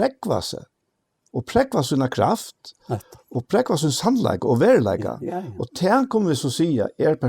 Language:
Faroese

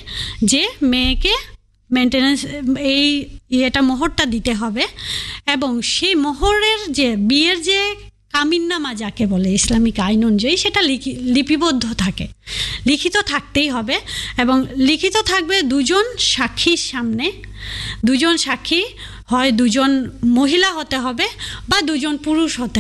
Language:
Bangla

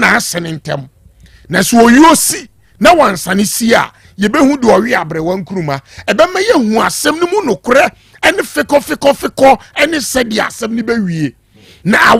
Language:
Akan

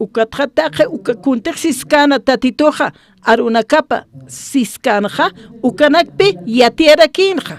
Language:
Aymara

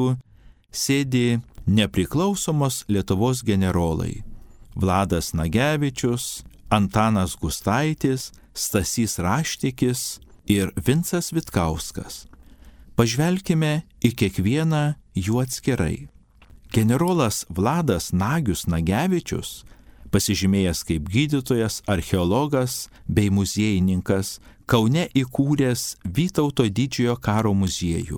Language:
Lithuanian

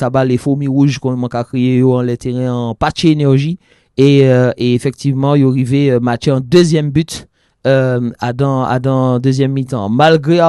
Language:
Occitan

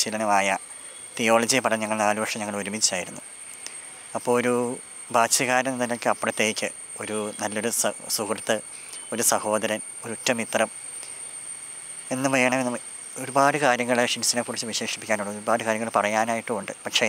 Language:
Malayalam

